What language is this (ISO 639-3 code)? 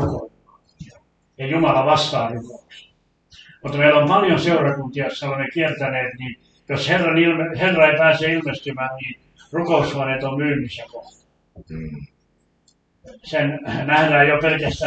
fin